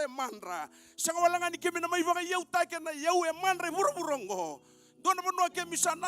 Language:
Fijian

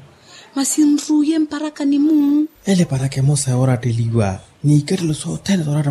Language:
Makhuwa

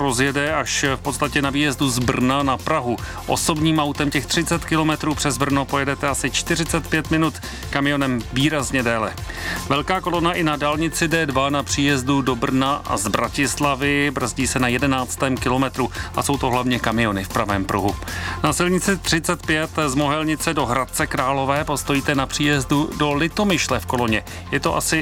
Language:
Czech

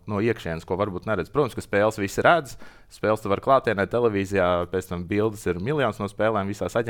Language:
Latvian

